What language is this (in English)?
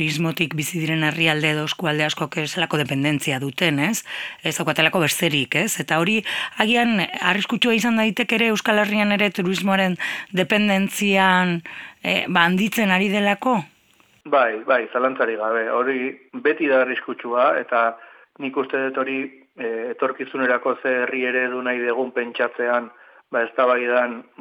Basque